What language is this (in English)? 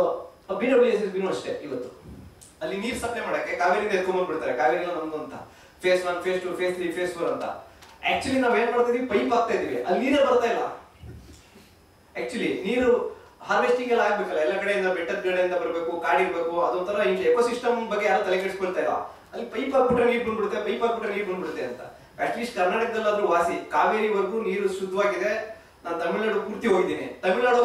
Kannada